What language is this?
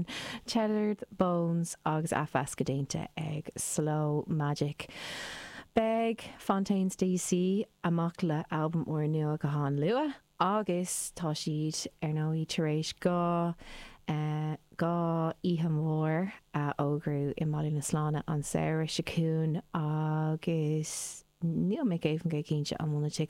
Irish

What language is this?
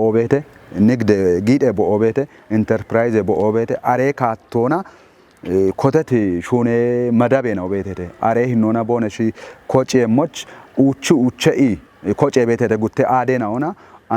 Kafa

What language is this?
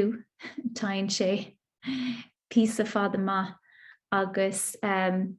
Irish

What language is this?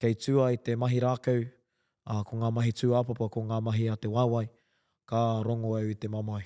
Māori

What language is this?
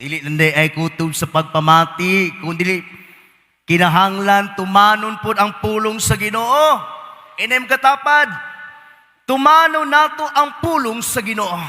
Cebuano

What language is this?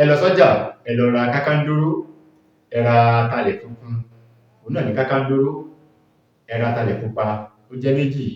Yoruba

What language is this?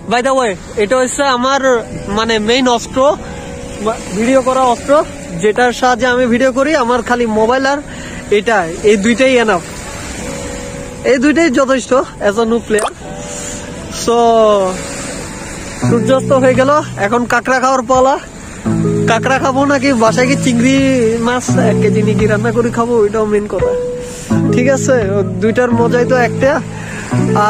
Bangla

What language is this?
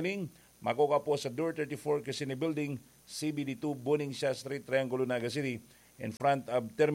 Bikol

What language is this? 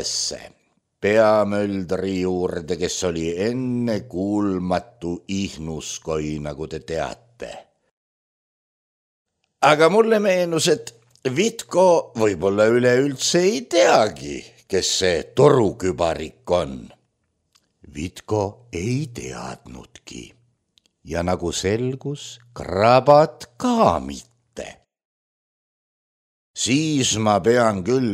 Estonian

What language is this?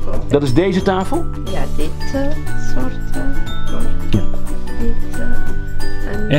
Dutch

